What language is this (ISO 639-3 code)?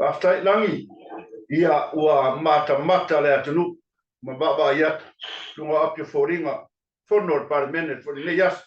smo